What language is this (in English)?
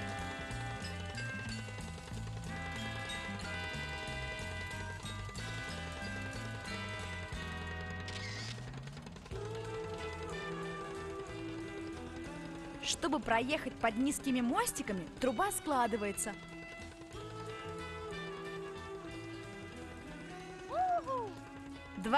Russian